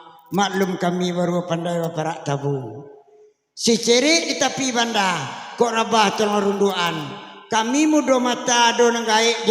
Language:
Minangkabau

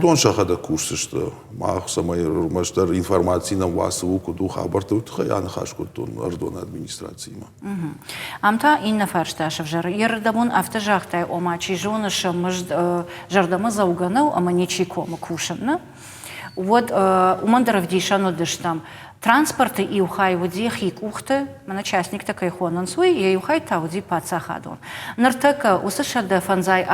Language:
Ossetic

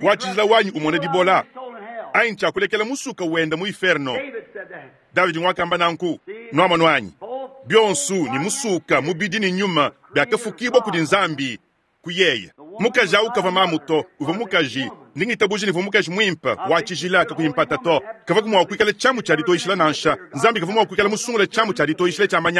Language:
Luba-Lulua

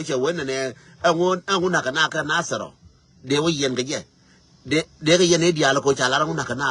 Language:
Nuer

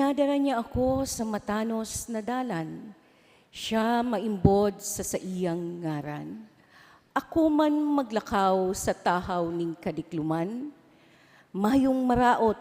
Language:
Bikol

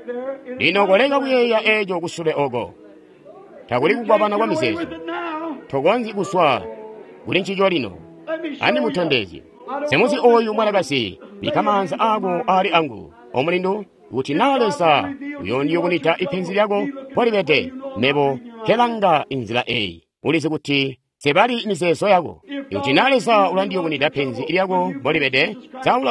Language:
Tonga (Zambia)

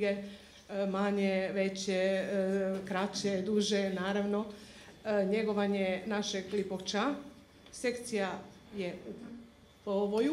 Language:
Croatian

